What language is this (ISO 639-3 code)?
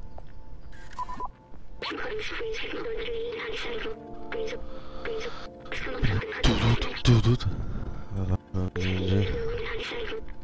pol